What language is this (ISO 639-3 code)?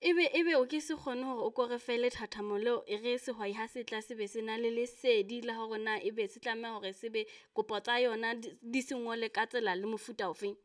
sot